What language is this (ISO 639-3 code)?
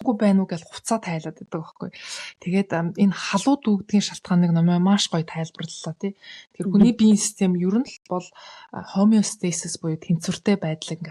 mon